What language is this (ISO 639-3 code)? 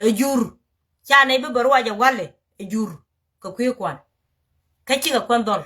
nus